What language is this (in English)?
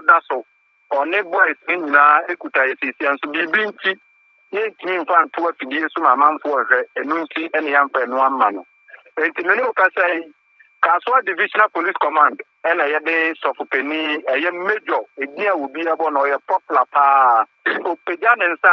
Akan